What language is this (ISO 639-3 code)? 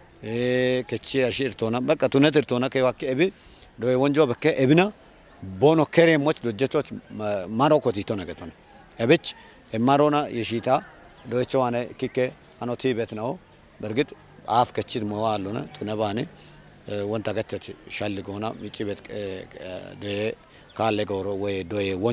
kbr